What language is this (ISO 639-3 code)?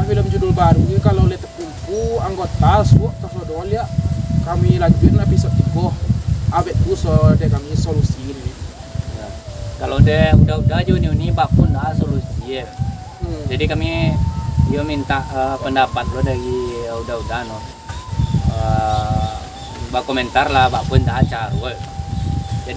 min